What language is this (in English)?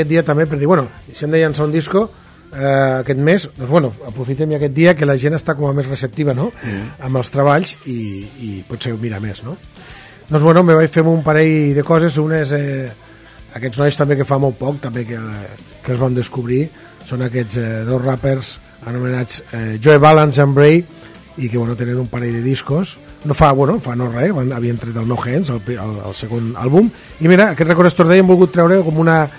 Catalan